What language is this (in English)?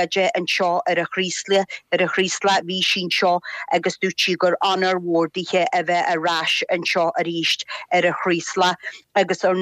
Irish